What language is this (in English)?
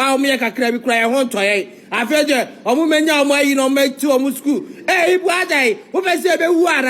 Akan